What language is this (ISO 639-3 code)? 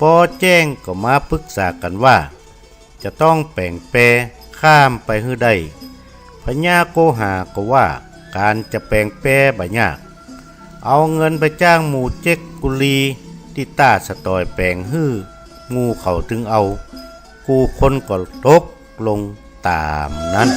nod